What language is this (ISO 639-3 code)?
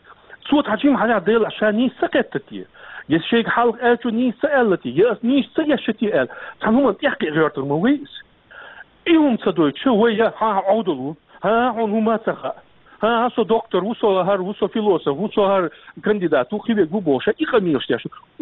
che